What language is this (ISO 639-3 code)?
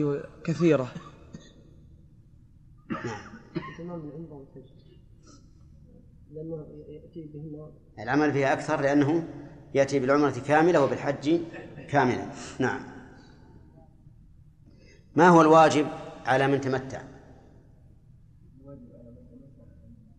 ara